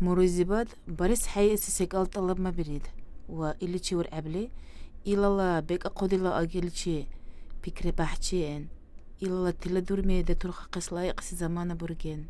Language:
Dargwa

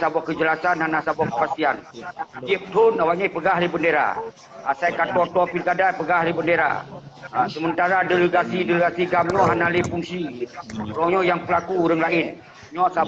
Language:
Achinese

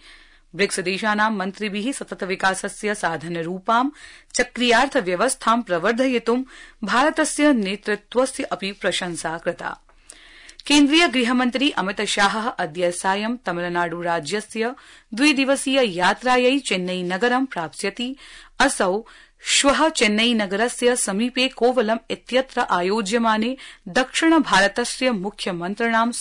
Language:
Sanskrit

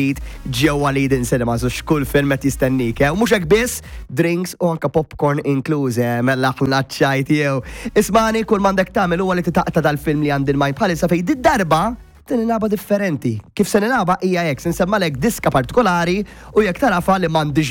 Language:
Maltese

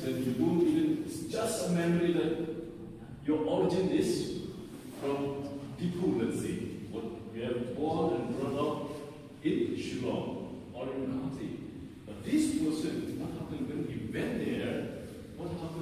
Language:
Karbi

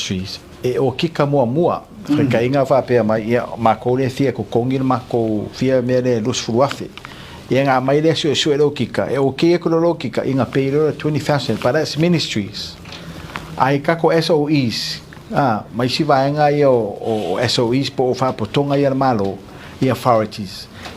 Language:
Samoan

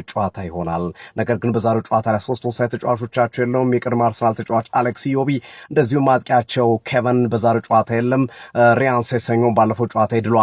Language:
Amharic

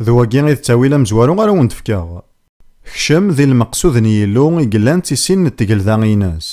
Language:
Kabyle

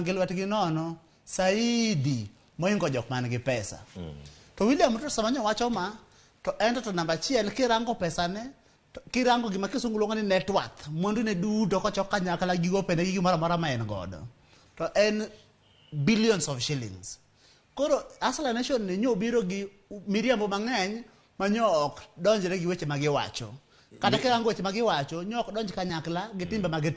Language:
Luo (Kenya and Tanzania)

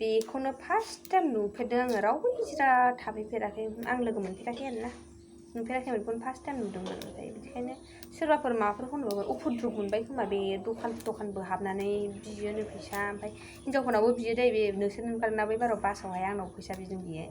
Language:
Bodo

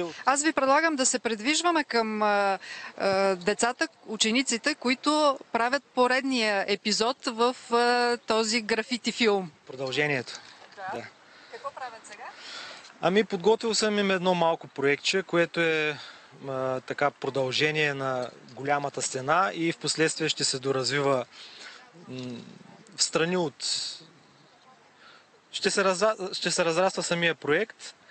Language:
Bulgarian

